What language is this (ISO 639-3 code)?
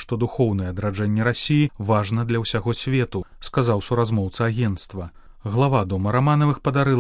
bel